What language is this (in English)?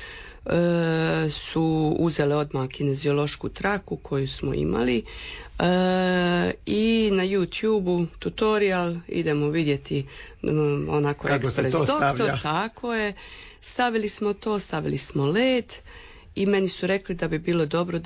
Croatian